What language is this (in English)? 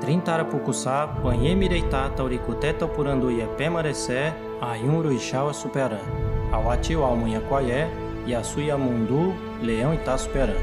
Nheengatu